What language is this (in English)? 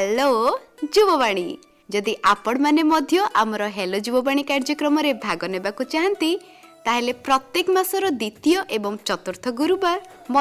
Odia